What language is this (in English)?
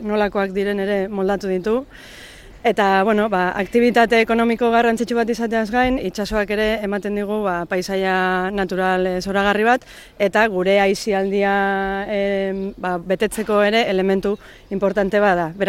Basque